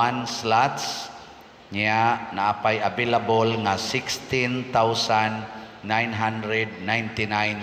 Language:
Cebuano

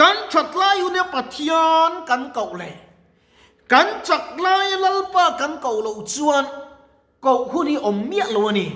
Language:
Mizo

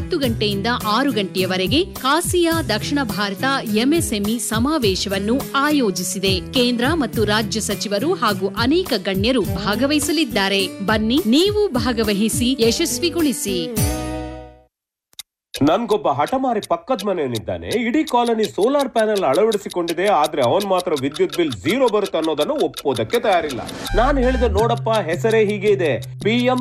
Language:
Kannada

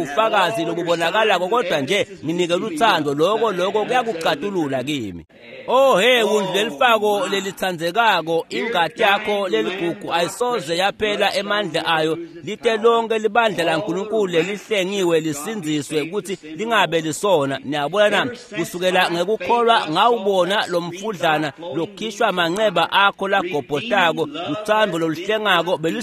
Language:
Swati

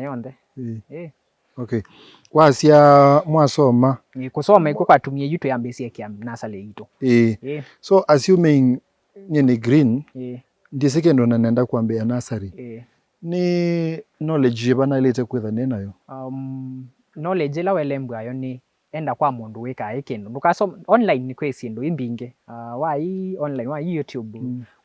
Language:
Kamba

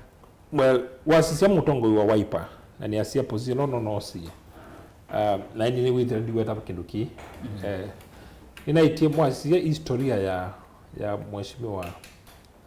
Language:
Kamba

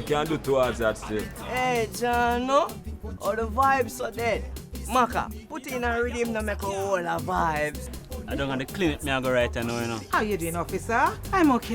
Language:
Jamaican Creole English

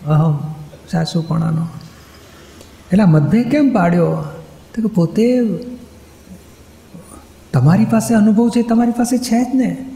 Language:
Gujarati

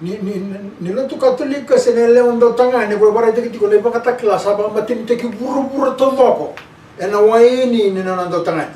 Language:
Fijian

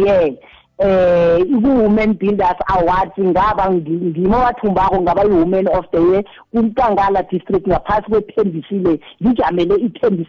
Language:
South Ndebele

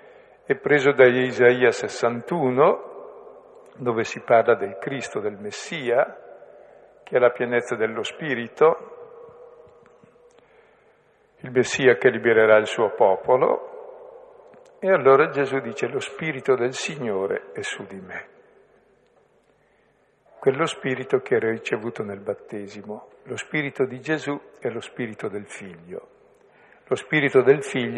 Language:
Italian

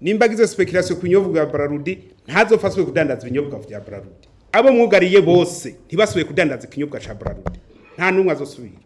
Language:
Rundi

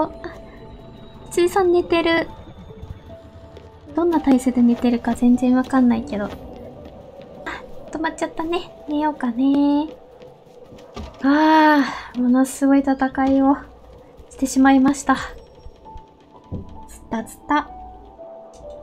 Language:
Japanese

